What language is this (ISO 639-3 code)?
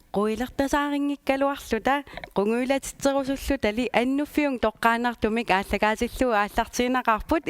kal